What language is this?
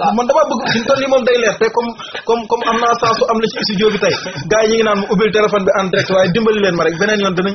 Wolof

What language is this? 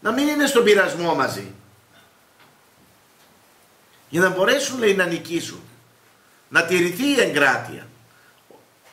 Greek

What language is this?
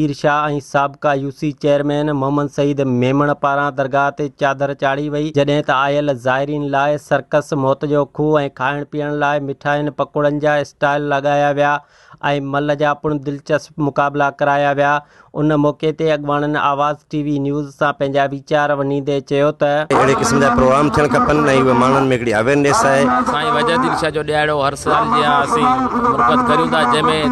Sindhi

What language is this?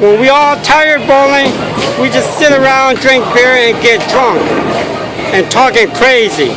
Hmong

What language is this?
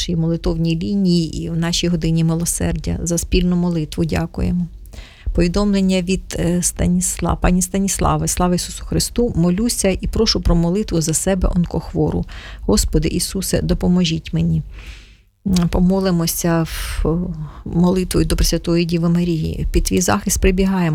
Ukrainian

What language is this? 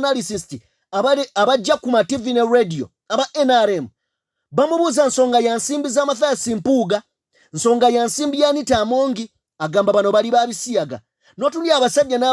Ganda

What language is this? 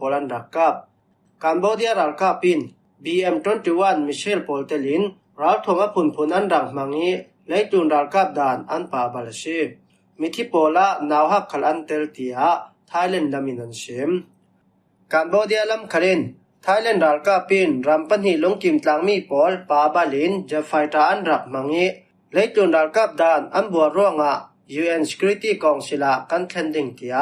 Falam Chin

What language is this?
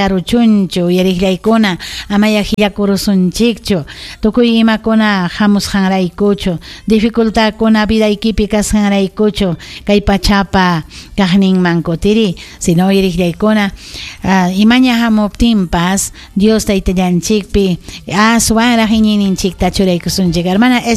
Ayacucho Quechua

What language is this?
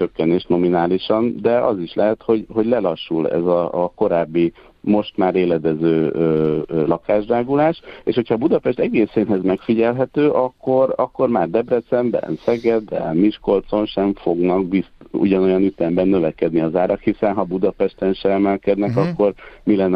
Hungarian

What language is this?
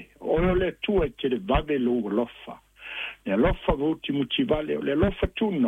Samoan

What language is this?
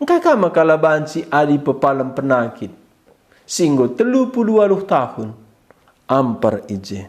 Batak Karo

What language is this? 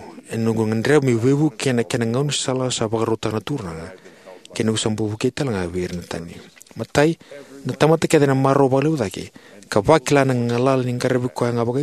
Fijian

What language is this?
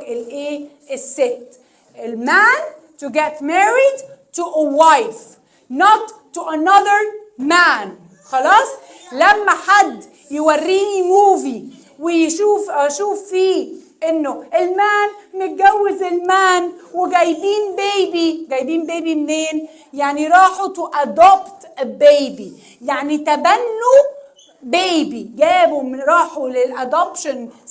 Egyptian Arabic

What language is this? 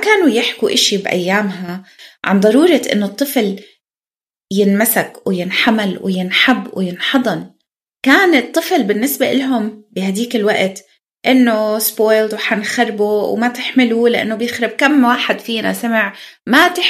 North Levantine Arabic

